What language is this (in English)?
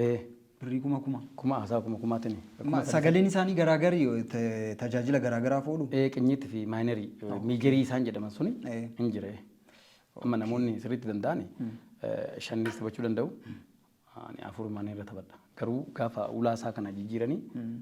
Oromo